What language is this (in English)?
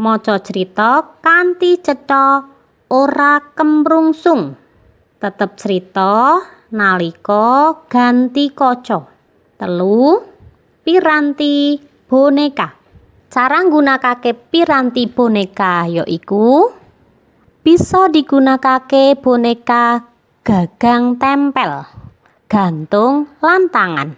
Javanese